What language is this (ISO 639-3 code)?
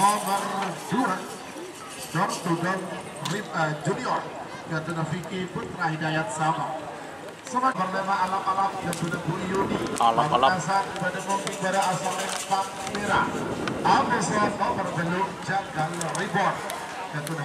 mad